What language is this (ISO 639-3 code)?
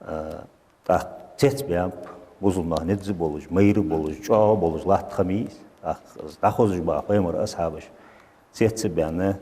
inh